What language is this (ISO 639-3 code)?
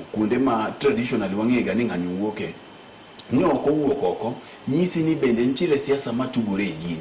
luo